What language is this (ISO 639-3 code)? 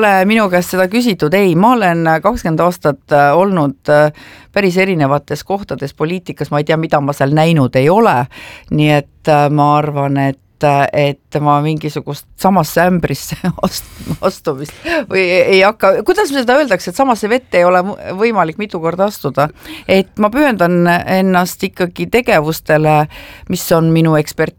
est